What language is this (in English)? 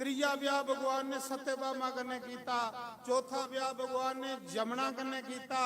Dogri